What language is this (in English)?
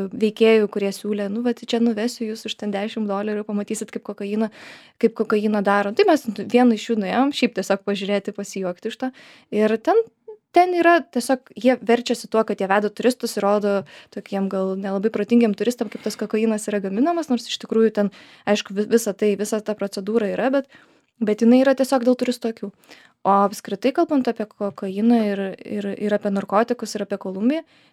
Lithuanian